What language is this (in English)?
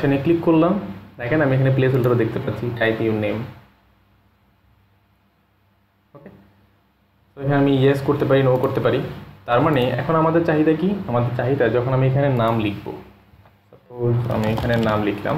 Bangla